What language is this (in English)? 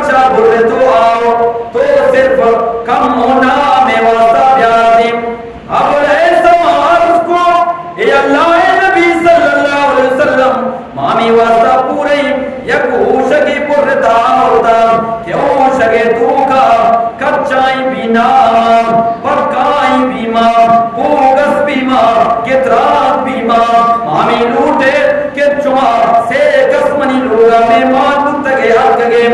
Eastern Balochi